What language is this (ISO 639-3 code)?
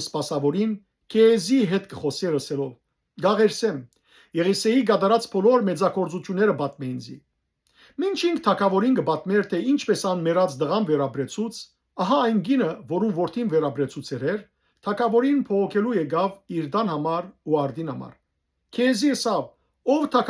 hyw